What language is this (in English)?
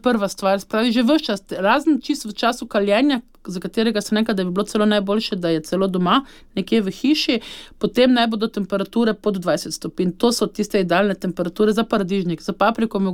Slovenian